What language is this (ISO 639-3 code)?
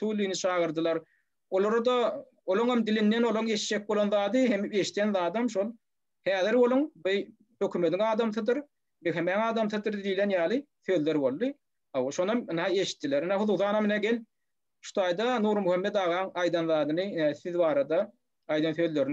tuk